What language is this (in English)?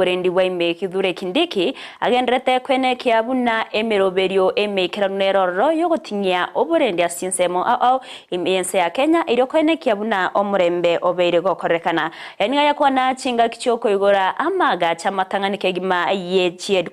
Gusii